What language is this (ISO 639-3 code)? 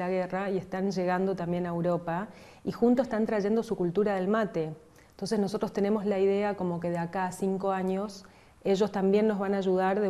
spa